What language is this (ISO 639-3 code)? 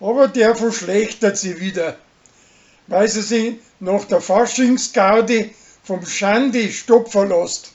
bar